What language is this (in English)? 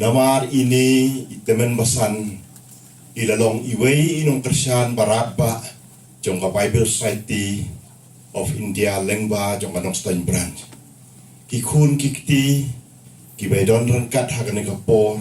Khasi